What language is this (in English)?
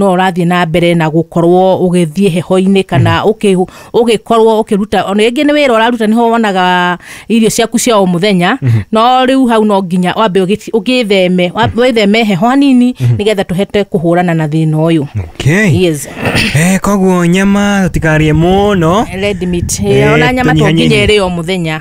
Kikuyu